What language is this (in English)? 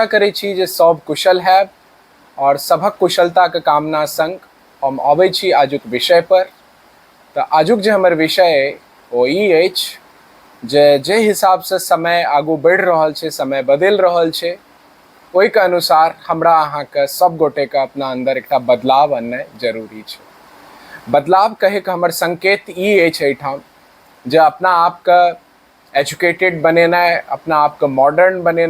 Maithili